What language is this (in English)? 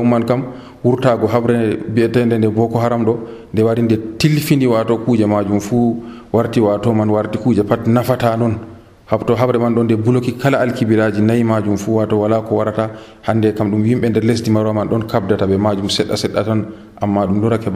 Nigerian Fulfulde